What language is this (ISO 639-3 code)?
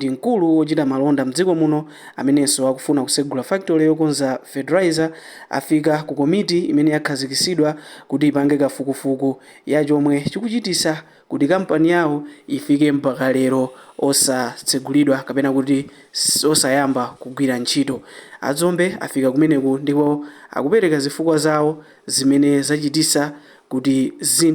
nya